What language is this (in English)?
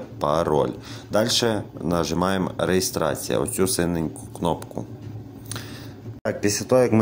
Ukrainian